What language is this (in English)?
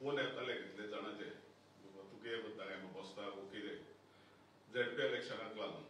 Konkani